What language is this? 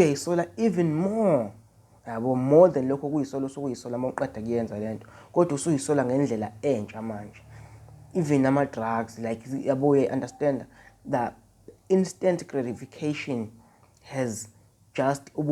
Zulu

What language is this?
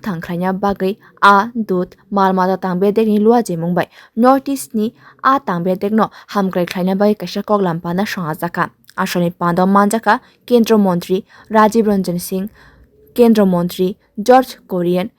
Kok Borok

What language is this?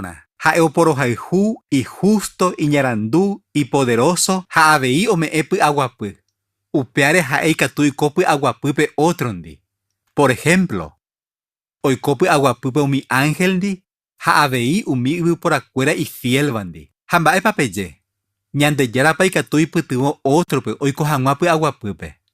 Guarani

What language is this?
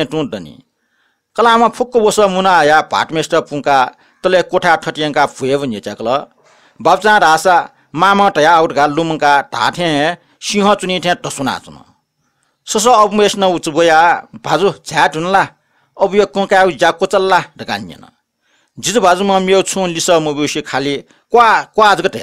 Newari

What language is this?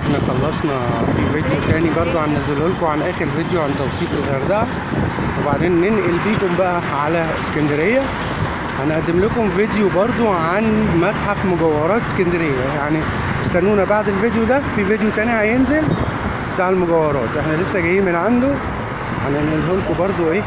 Egyptian Arabic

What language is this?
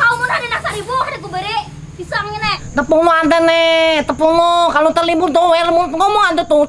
Banjar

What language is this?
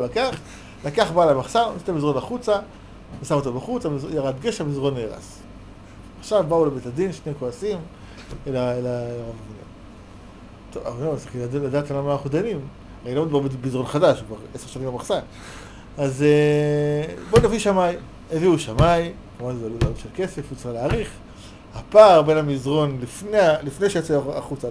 Hebrew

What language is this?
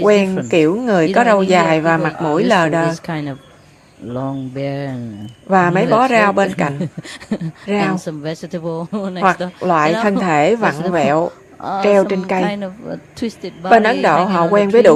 Vietnamese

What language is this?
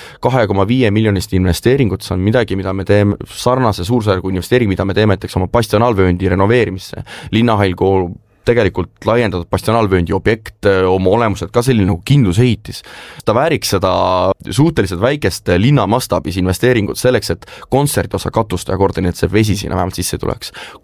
Estonian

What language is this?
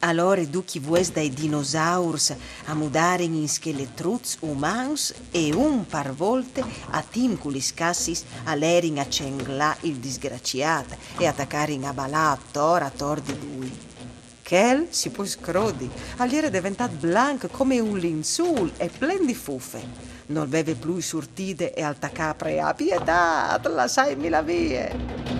Friulian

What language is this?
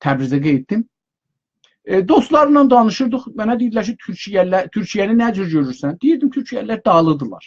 South Azerbaijani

